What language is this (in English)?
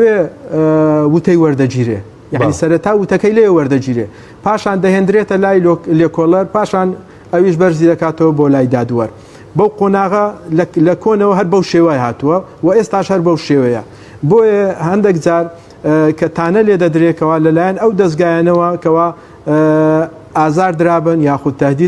Central Kurdish